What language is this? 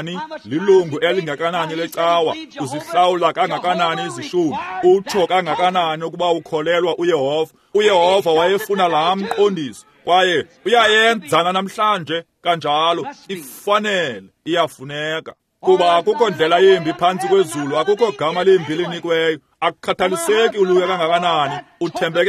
Xhosa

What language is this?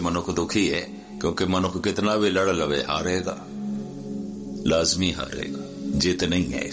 Punjabi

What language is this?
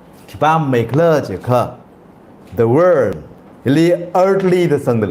Tangkhul Naga (India)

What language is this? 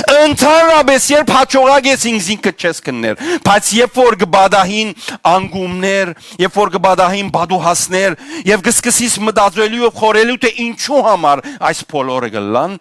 Western Armenian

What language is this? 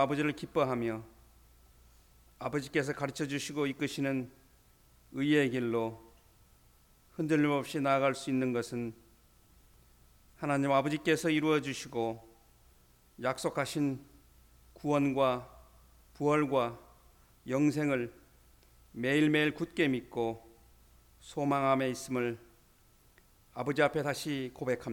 Korean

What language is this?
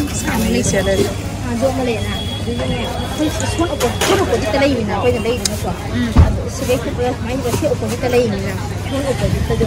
Manipuri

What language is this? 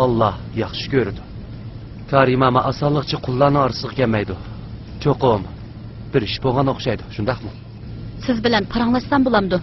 Uyghur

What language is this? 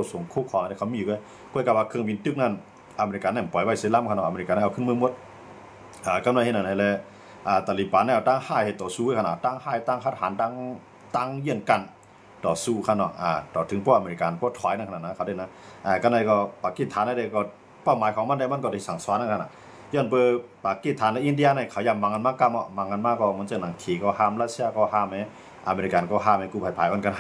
Shan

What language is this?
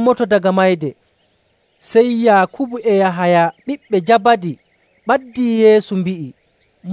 Nigerian Fulfulde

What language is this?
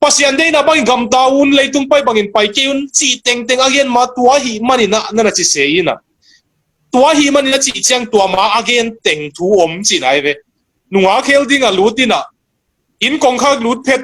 Tedim Chin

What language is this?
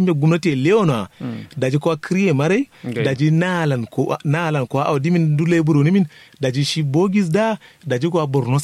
Kanuri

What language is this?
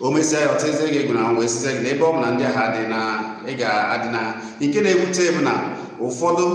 Igbo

